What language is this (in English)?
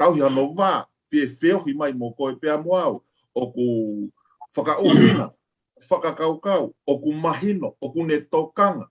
Tongan